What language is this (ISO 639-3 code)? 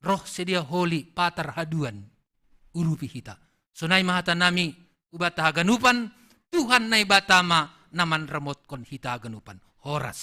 bts